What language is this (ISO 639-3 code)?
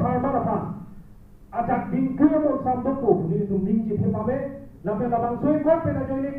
mjw